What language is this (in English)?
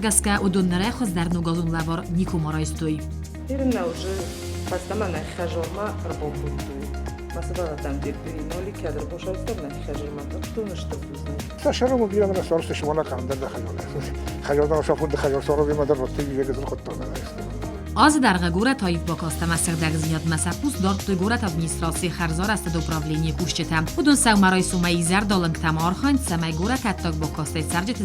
Ossetic